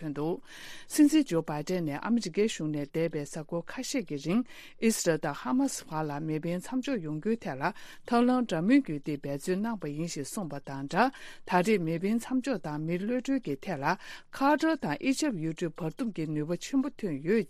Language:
Tibetan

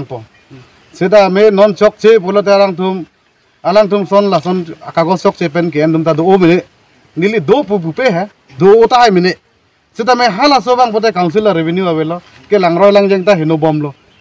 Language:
Karbi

